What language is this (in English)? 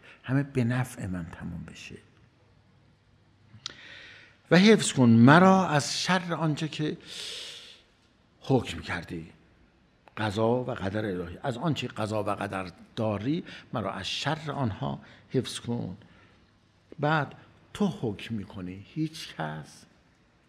Persian